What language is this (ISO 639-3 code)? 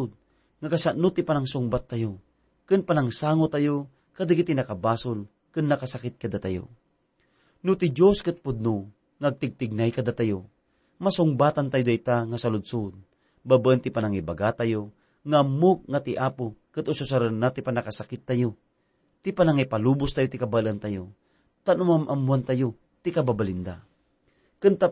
ilo